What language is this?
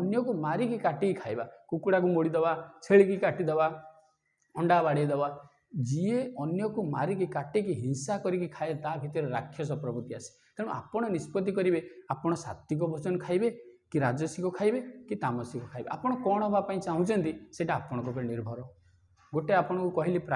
Odia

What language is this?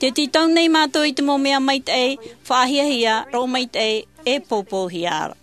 Tahitian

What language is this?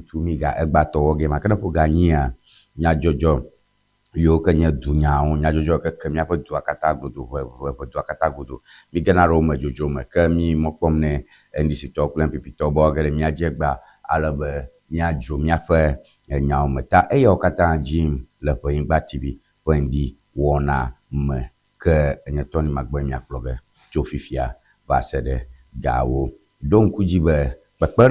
Ewe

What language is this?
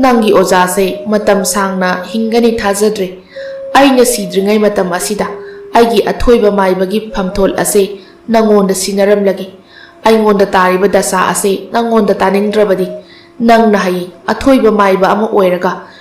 Manipuri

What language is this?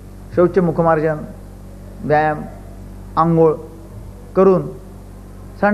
Marathi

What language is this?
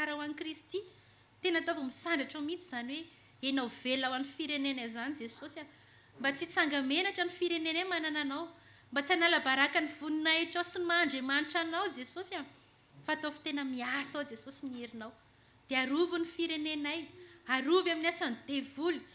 Malagasy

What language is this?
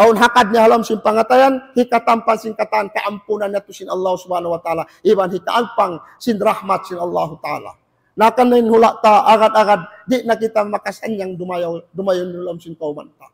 Tausug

